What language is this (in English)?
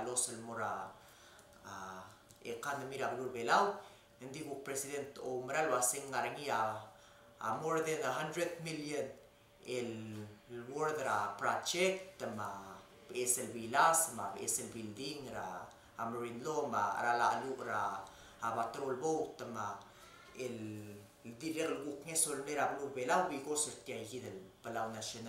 Palauan